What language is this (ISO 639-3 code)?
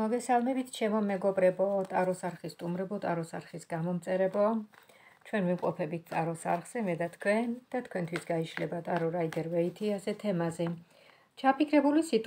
kat